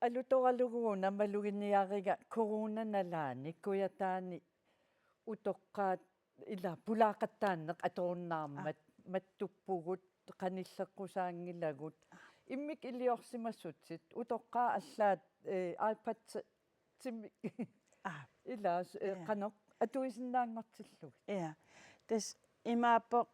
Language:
Kalaallisut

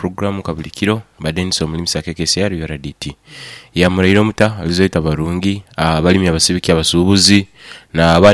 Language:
Nyoro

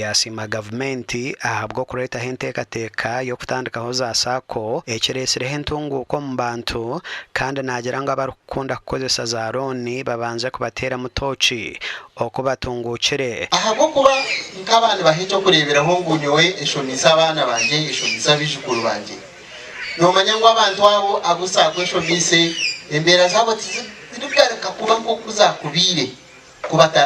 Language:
Nyankole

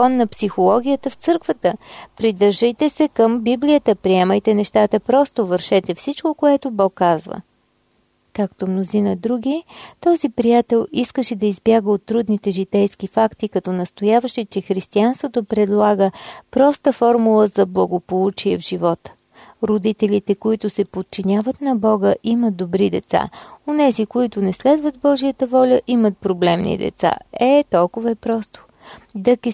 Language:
Bulgarian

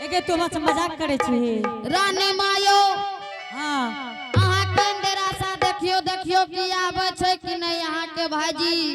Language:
Angika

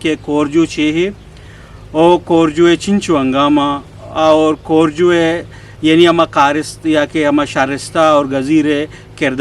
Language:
Eastern Balochi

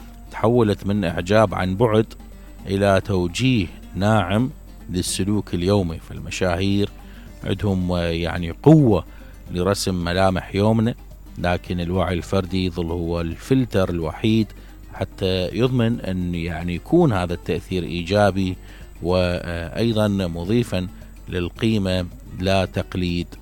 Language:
Mesopotamian Arabic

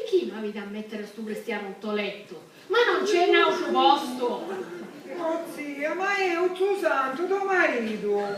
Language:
Sicilian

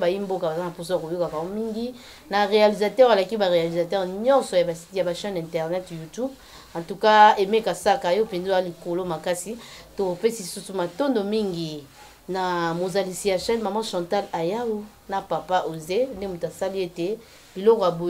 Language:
Lingala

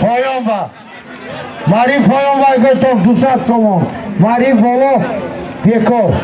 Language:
Tajik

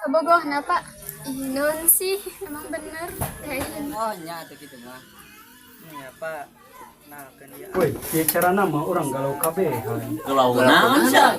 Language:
Sundanese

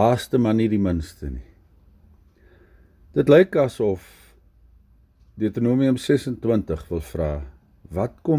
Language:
Afrikaans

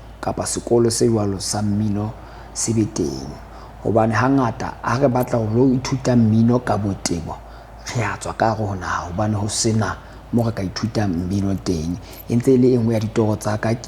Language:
Southern Sotho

